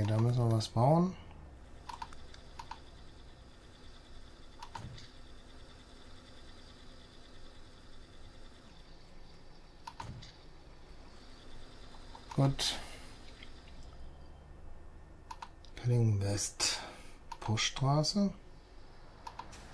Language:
German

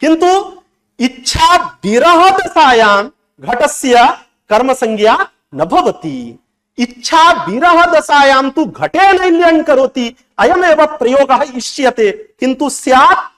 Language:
Sanskrit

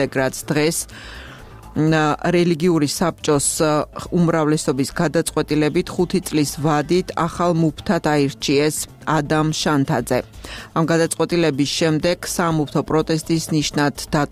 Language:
Georgian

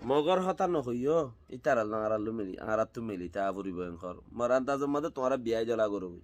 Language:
Rohingya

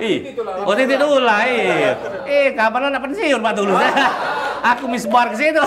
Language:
Musi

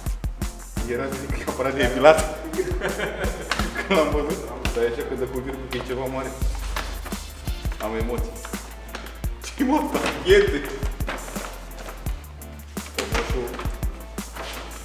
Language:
Romanian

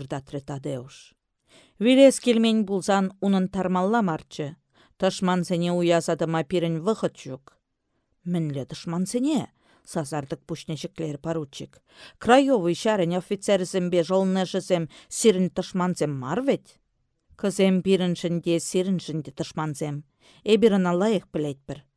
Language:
Chuvash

